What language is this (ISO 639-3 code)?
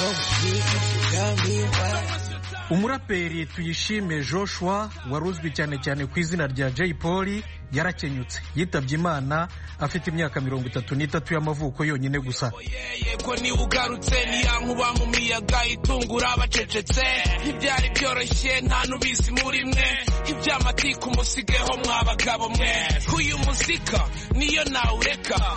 kin